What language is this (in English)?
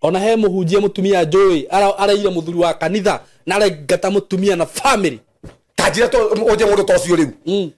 Kikuyu